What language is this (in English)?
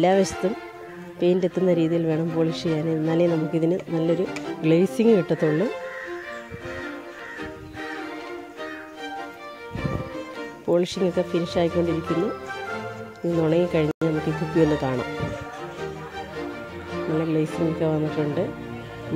Malayalam